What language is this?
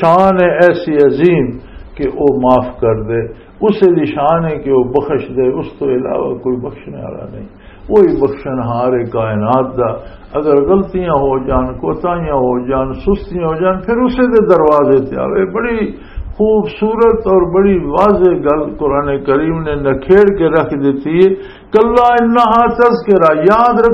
Western Panjabi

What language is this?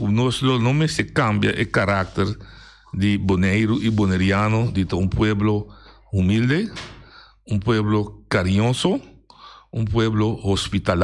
Papiamento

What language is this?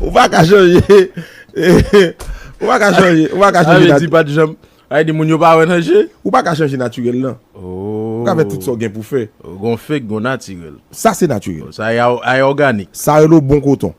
Haitian Creole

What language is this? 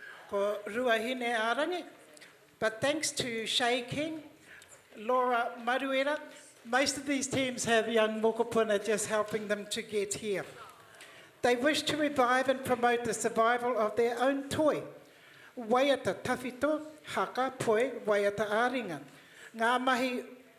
Māori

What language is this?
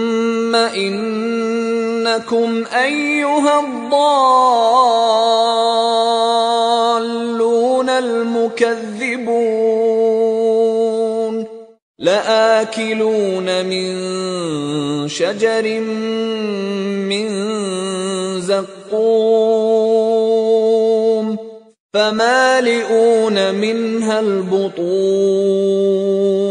Arabic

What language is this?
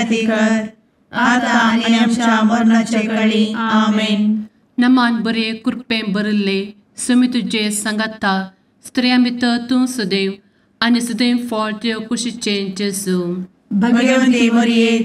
Konkani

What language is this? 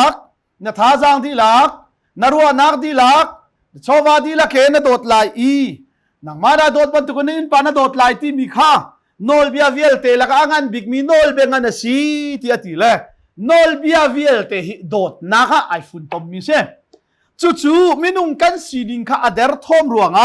Hakha Chin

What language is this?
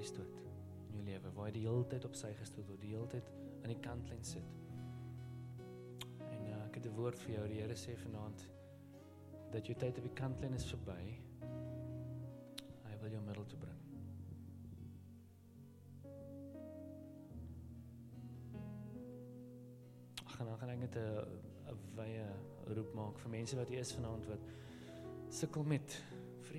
Afrikaans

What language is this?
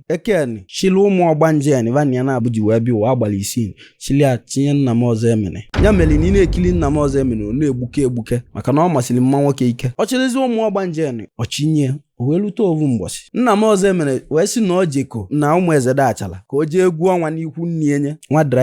Igbo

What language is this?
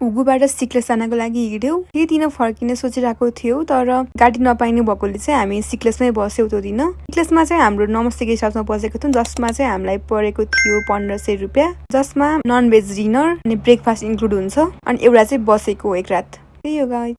Nepali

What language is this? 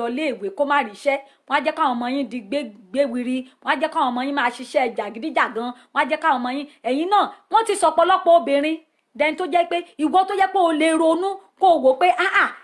Yoruba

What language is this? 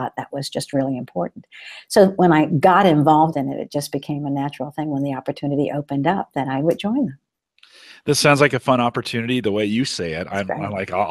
English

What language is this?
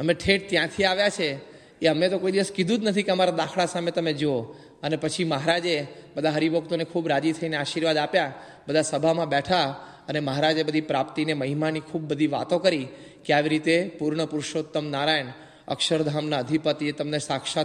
Gujarati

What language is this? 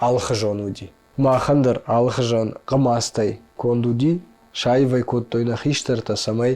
Ossetic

